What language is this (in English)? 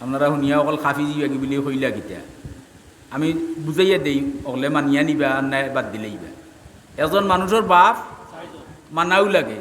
Sylheti